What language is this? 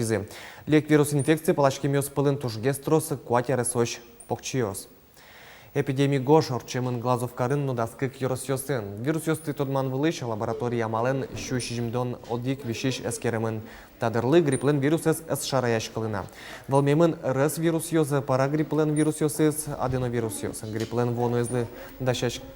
Udmurt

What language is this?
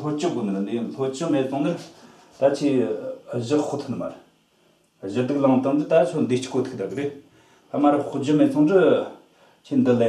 Tibetan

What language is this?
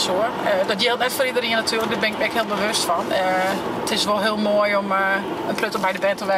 Western Frisian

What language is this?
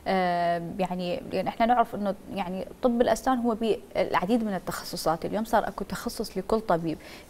Mesopotamian Arabic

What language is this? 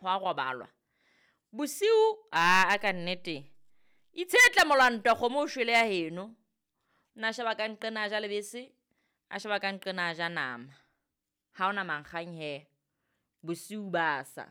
Southern Sotho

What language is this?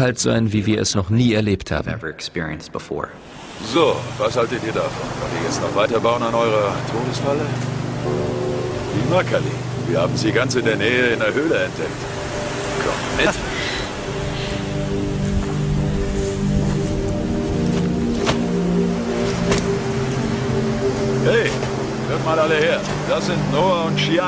German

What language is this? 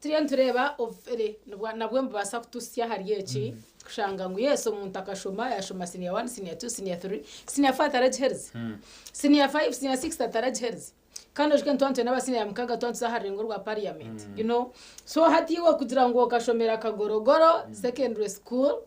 Nyankole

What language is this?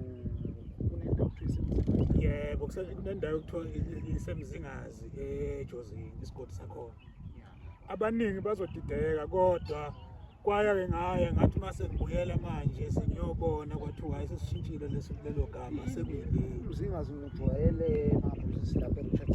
Zulu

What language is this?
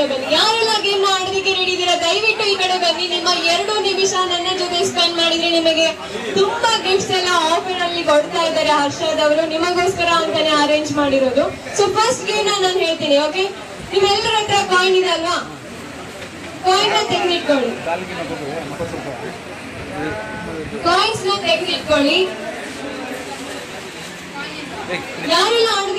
Kannada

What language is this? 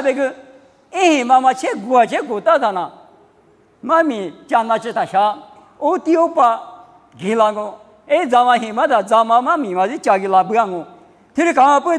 Lisu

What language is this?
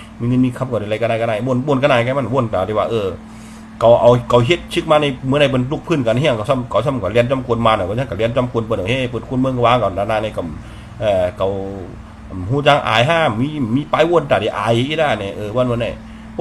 Shan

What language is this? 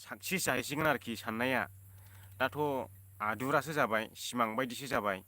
Bodo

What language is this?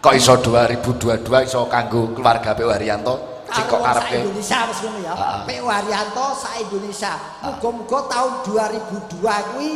Javanese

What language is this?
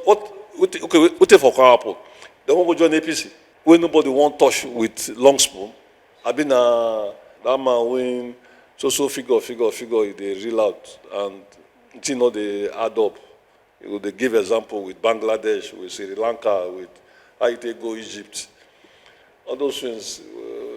Nigerian Pidgin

